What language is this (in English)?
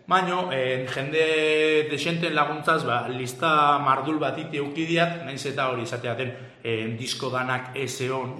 Basque